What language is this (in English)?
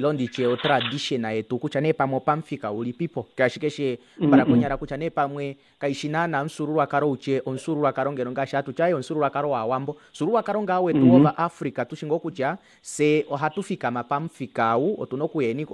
Kuanyama